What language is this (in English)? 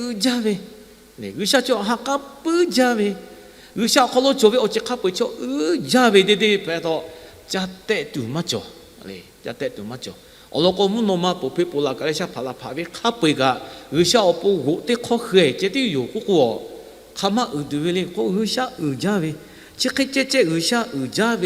Lahu